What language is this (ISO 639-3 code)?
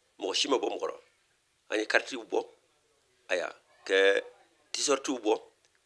bam